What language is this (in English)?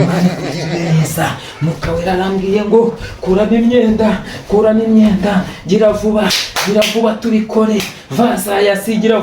Kinyarwanda